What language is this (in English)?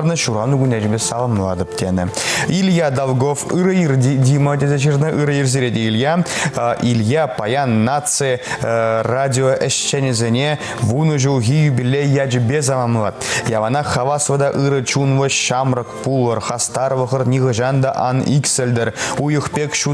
Chuvash